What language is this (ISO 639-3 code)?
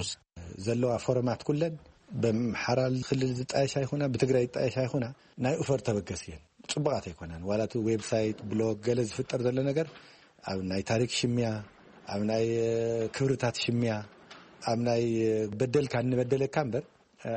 tir